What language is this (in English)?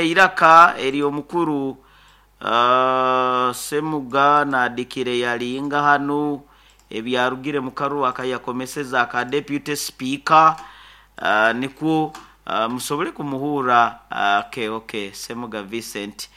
Nyoro